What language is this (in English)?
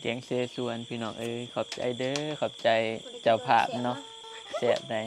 Northeastern Thai